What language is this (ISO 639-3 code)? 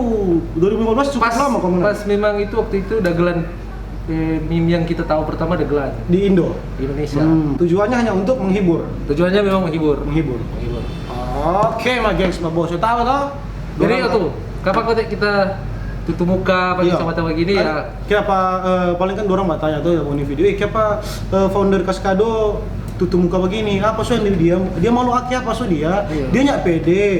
xmm